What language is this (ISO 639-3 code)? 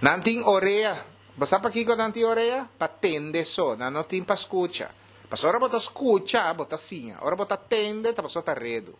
pap